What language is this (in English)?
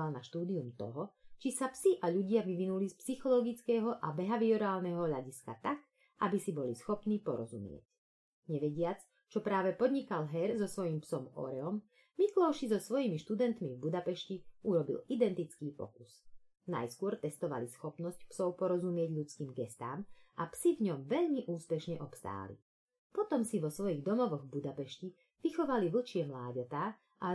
Slovak